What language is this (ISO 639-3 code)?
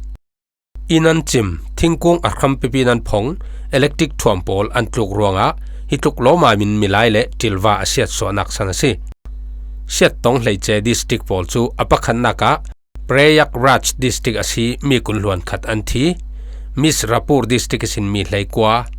cfm